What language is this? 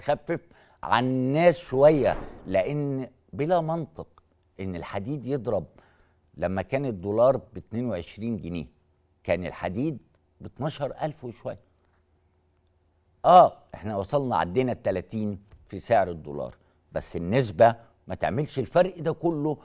Egyptian Arabic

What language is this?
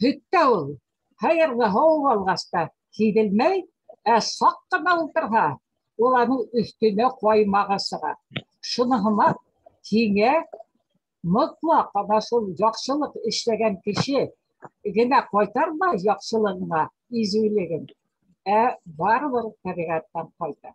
Bashkir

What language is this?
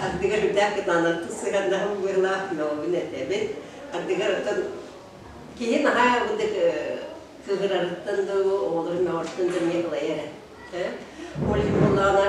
Yakut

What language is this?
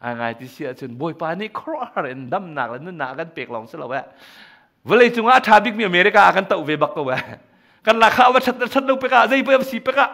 Hakha Chin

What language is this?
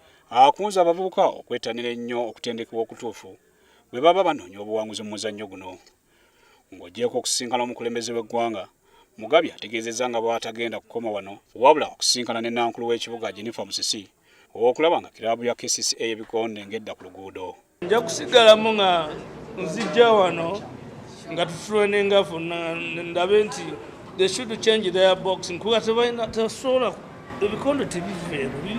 Ganda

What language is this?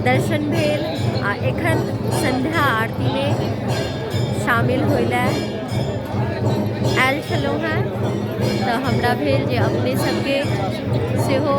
Maithili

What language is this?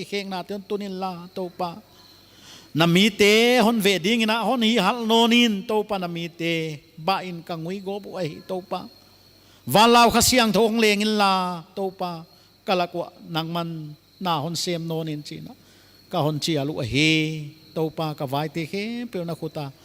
Paite Chin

